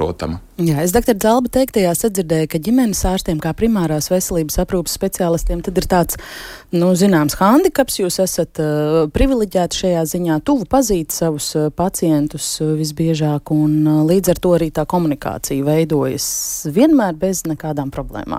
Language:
Latvian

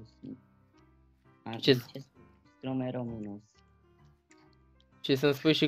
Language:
Romanian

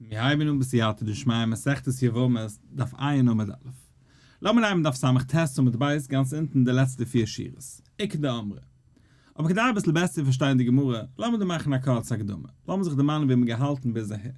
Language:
Yiddish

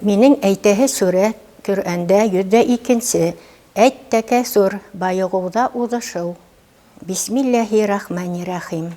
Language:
Bashkir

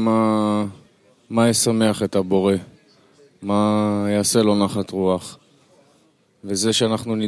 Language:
Hebrew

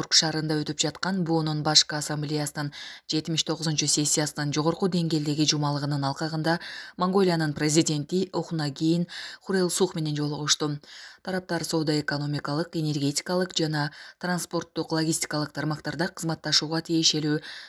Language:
Kyrgyz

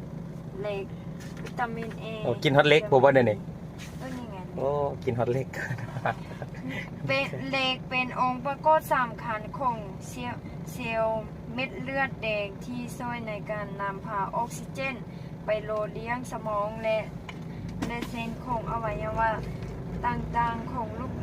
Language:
Lao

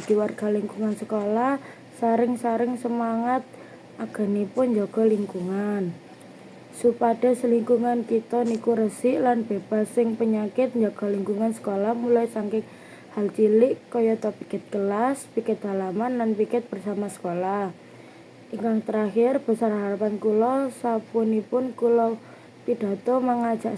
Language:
Javanese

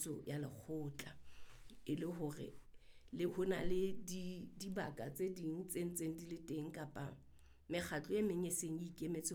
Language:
Southern Sotho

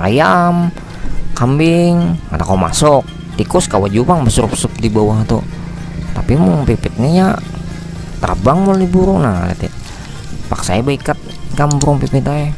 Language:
Banjar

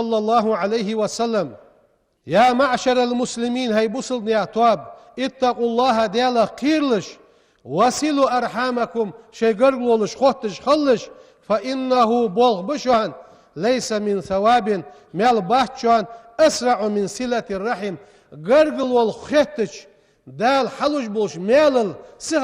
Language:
Ingush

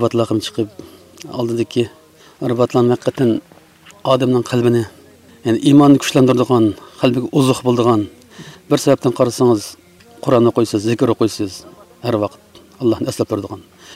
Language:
Uyghur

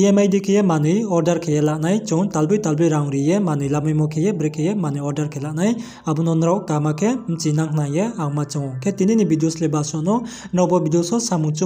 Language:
Riang (India)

